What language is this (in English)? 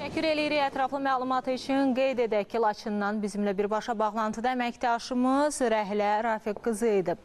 Azerbaijani